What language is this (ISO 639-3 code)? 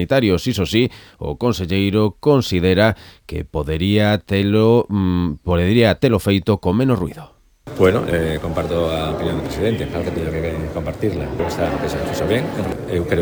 glg